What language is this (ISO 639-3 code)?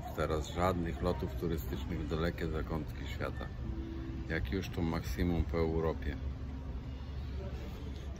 pol